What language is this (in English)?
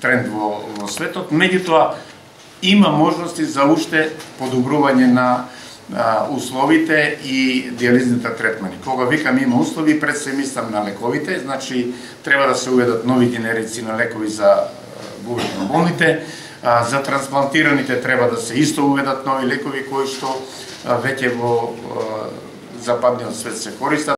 Macedonian